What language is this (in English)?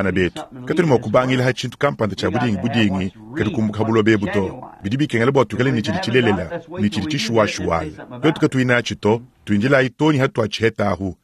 Luba-Lulua